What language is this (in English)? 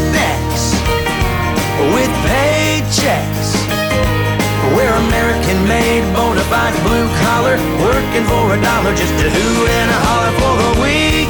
English